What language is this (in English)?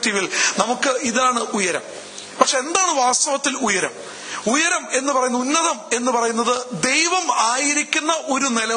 Malayalam